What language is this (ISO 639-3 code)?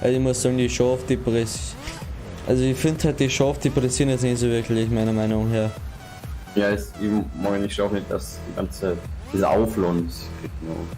bar